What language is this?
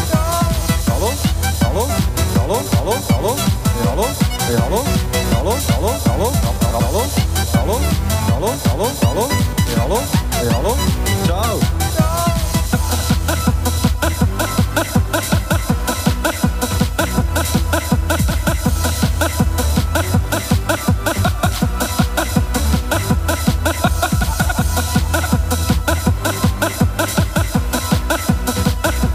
German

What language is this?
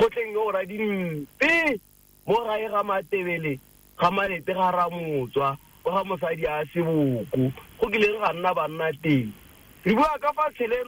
Tswana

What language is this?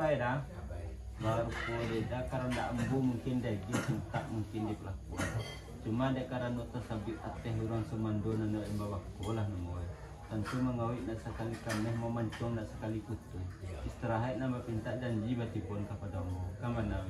Minangkabau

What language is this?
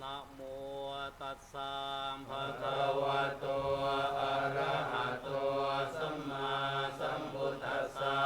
Pali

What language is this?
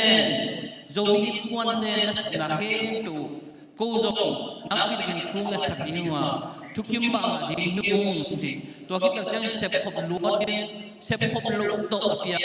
Tedim Chin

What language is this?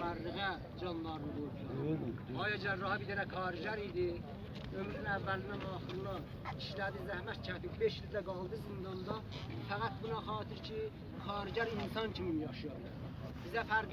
South Azerbaijani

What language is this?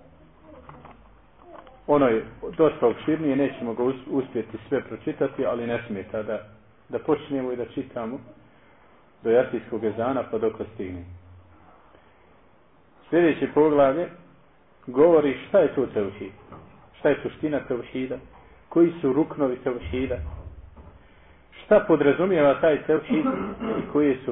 Bosnian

